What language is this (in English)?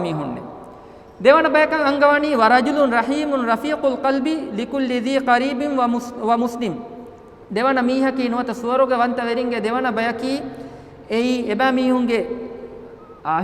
Divehi